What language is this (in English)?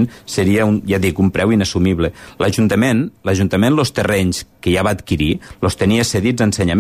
Catalan